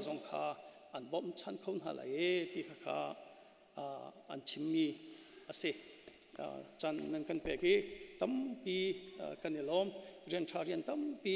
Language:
Hakha Chin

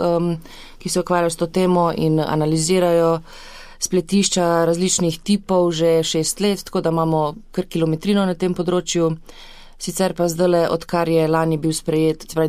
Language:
Slovenian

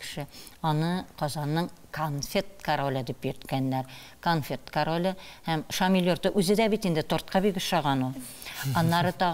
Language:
Tatar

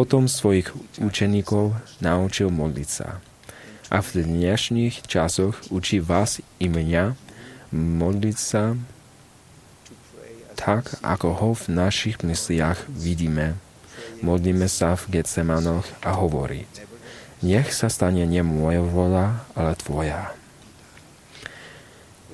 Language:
Slovak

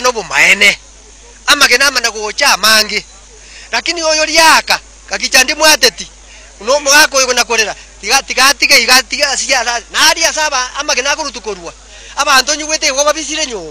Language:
Gusii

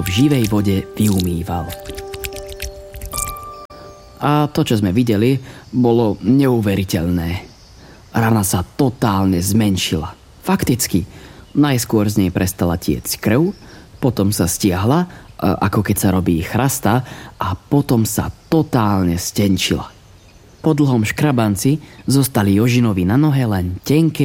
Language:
Slovak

